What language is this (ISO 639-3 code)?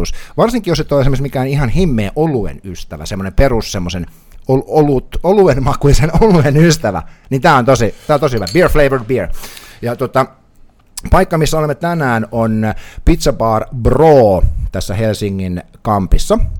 fin